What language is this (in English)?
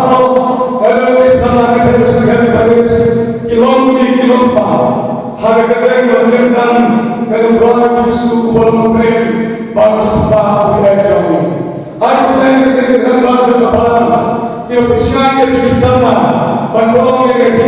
Khasi